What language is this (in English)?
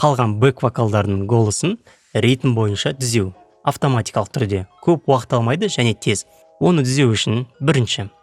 Kazakh